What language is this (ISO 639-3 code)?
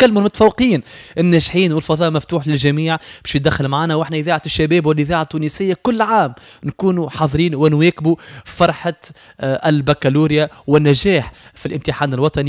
aeb